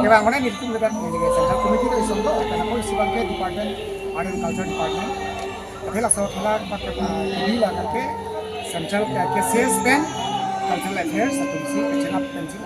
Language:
Karbi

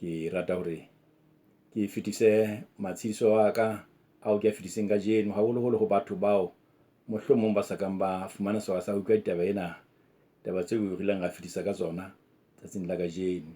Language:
Southern Sotho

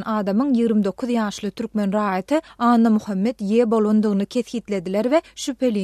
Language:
Turkmen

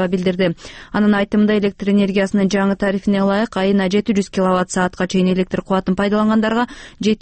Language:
Kyrgyz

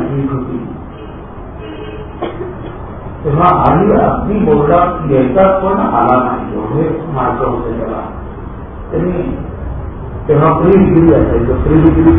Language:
Marathi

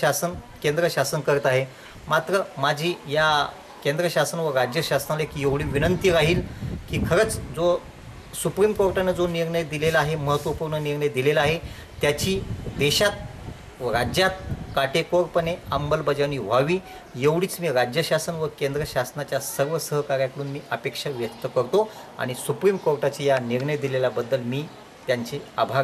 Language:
Marathi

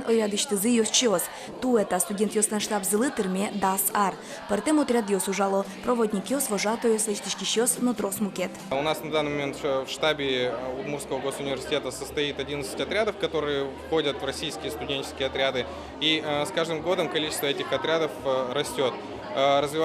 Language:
Udmurt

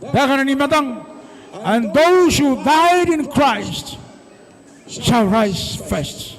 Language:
Gilbertese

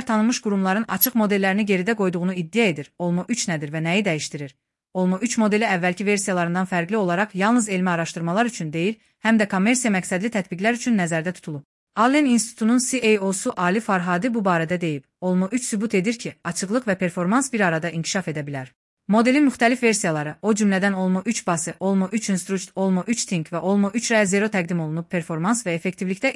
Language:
Azerbaijani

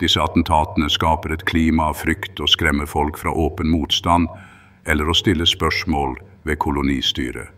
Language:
Norwegian Bokmål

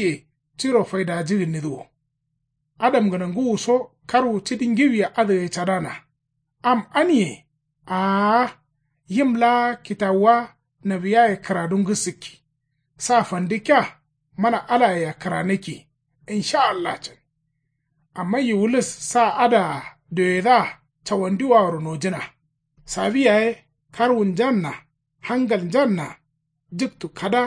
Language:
Kanuri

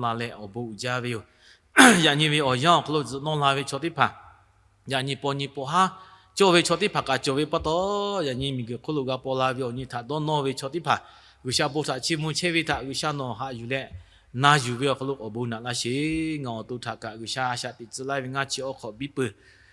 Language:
Lahu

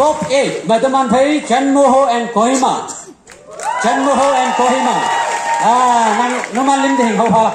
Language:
Konyak Naga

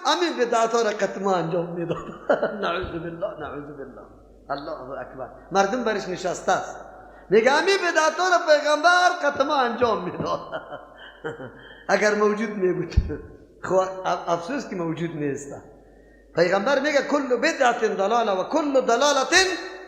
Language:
Persian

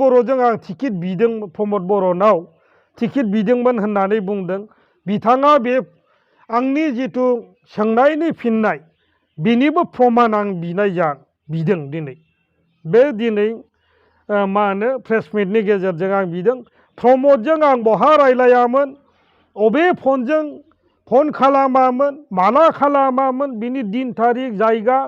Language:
Bodo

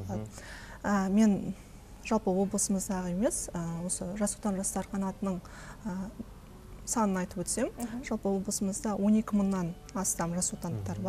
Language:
Kazakh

